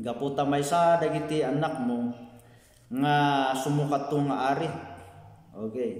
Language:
Iloko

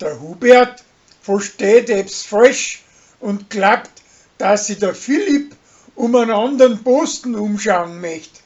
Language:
Bavarian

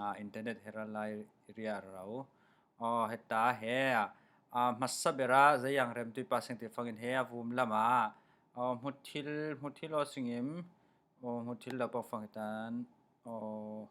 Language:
Falam Chin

